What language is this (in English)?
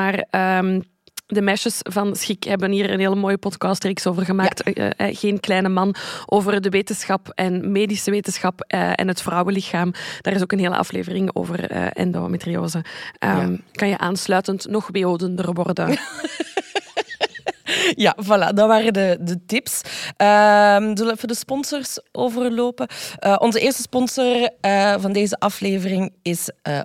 Dutch